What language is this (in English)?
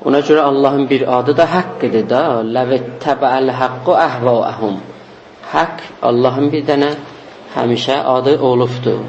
South Azerbaijani